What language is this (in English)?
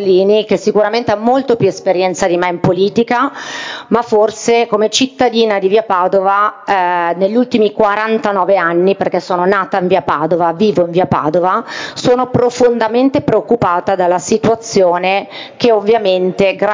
Italian